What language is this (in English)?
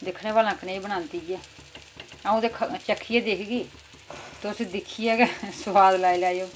Dogri